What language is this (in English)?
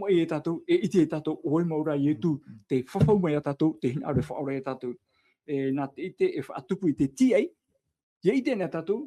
Tahitian